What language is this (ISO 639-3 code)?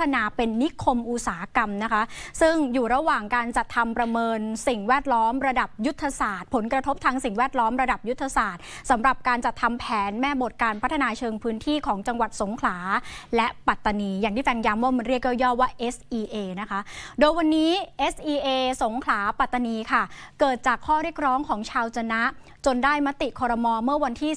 tha